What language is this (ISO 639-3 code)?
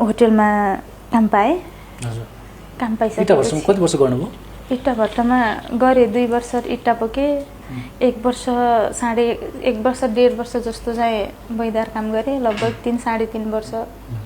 nep